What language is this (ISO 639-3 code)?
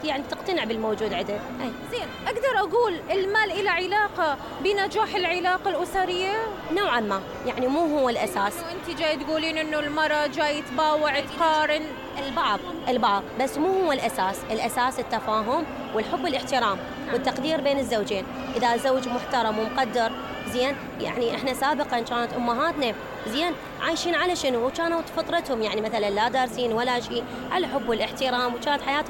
acm